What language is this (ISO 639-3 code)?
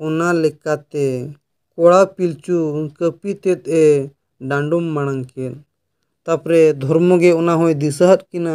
sat